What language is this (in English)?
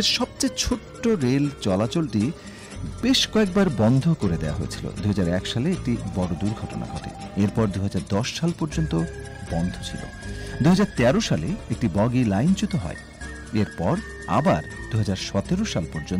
Bangla